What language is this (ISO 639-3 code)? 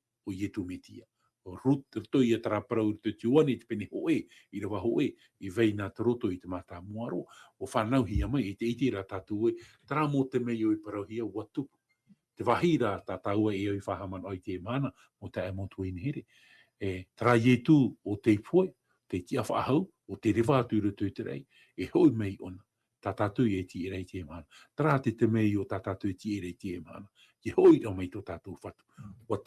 tah